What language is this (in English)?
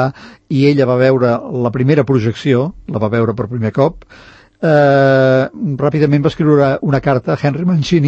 Catalan